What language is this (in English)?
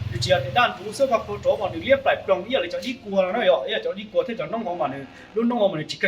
Hmong